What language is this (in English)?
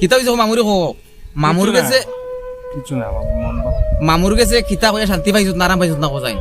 Sylheti